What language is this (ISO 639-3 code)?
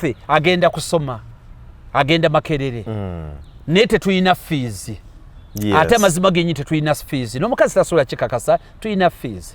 lug